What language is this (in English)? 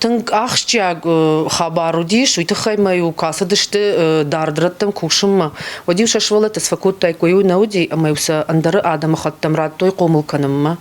Ossetic